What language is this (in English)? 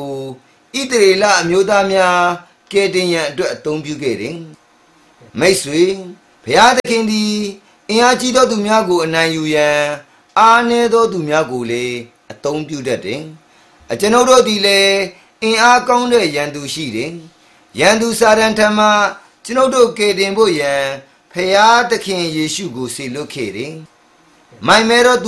Burmese